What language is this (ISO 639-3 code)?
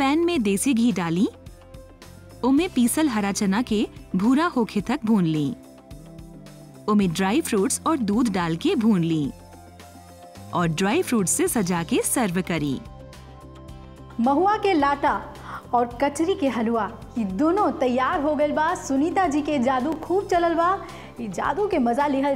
bho